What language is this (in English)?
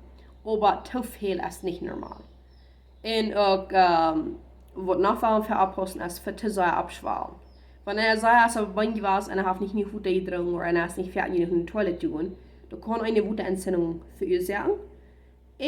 Plautdietsch